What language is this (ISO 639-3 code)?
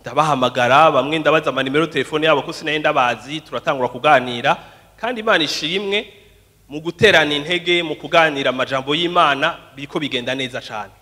run